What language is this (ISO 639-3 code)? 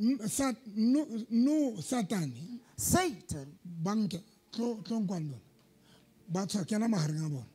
sot